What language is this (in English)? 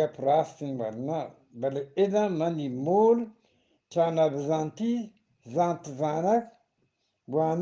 Eastern Balochi